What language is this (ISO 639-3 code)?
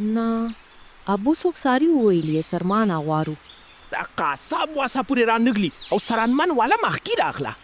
pus